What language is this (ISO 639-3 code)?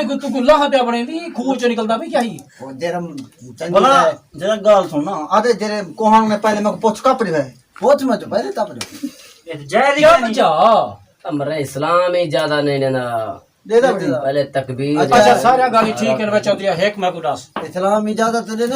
skr